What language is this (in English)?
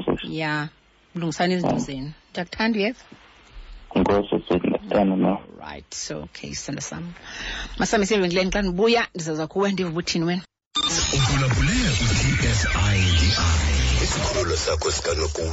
Xhosa